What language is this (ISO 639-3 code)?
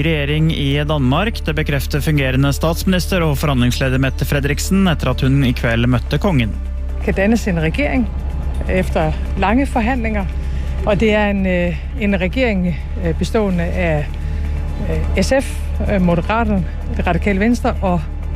nor